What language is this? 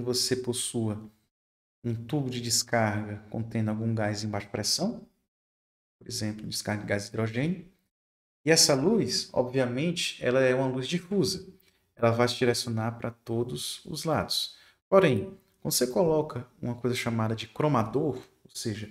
Portuguese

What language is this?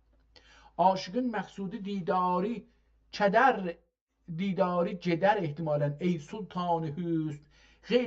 South Azerbaijani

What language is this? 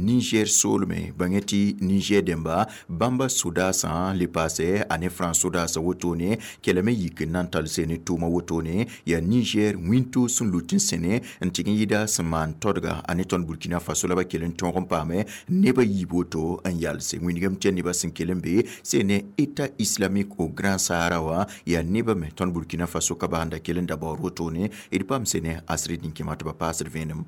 Mossi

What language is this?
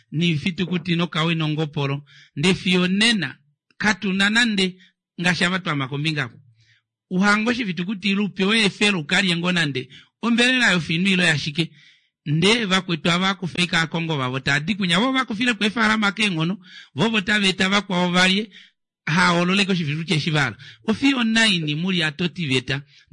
Kuanyama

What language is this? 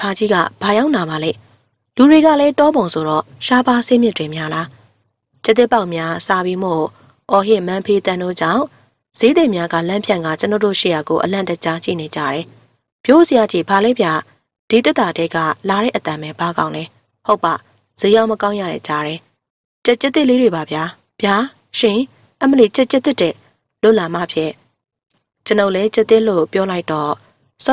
Burmese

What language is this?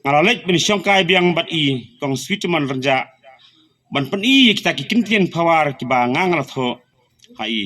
Khasi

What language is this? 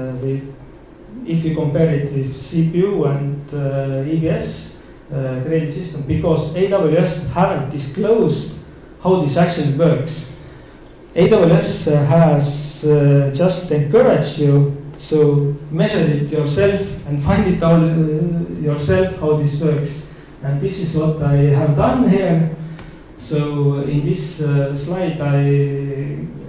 English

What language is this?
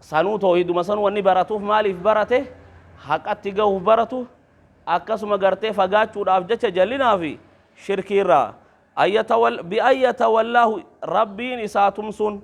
Oromo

